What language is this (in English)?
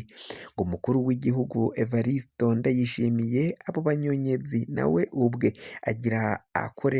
Rundi